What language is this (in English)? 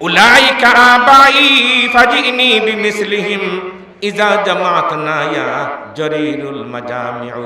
Sylheti